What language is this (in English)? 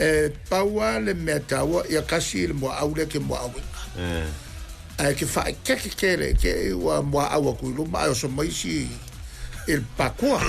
Samoan